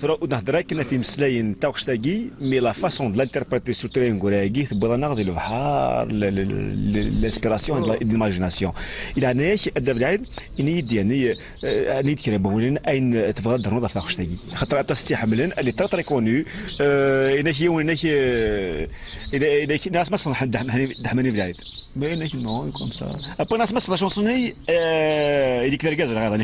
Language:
Kabyle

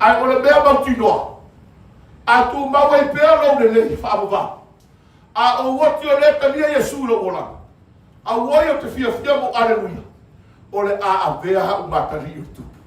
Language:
Samoan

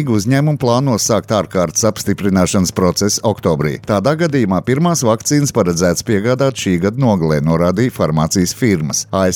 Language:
Latvian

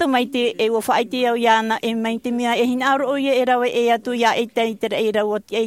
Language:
Tahitian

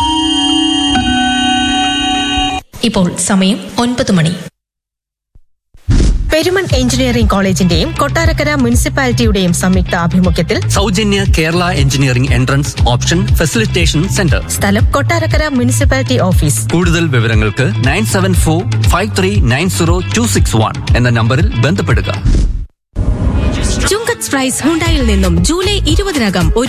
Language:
Malayalam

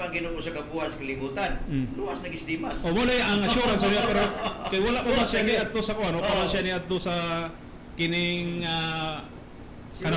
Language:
Cebuano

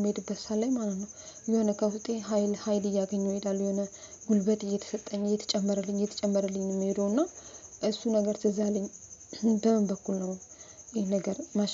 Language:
Amharic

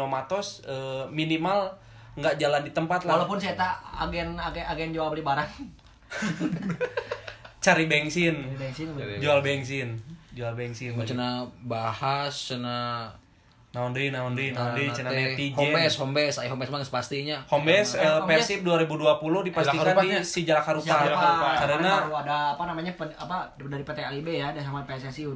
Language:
Indonesian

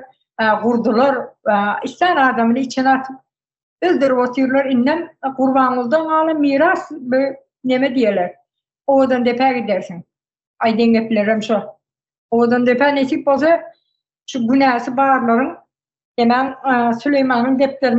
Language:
Turkmen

